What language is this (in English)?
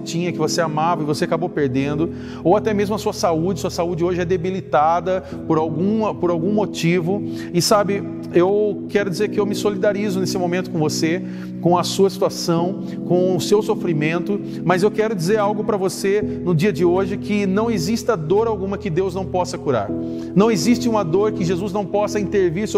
Portuguese